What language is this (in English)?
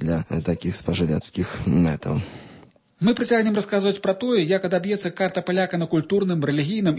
Belarusian